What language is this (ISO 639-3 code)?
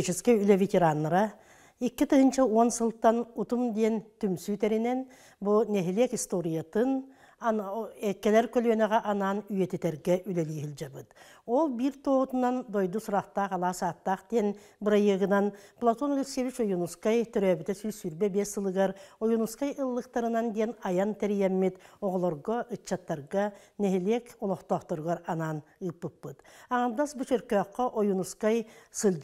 sah